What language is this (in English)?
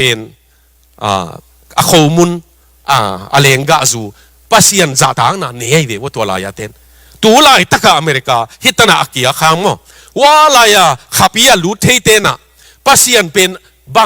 Tedim Chin